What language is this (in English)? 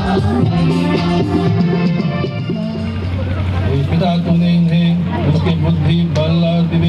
Sadri